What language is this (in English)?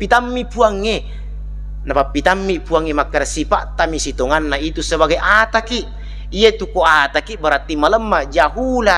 Buginese